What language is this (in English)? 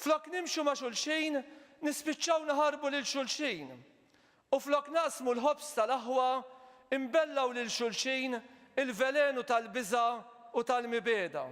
Maltese